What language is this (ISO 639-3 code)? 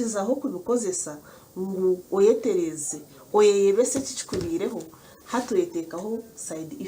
nyn